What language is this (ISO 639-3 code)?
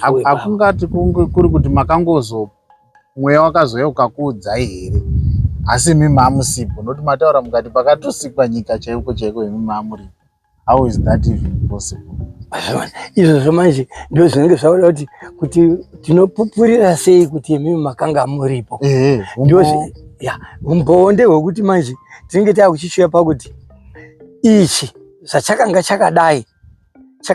sna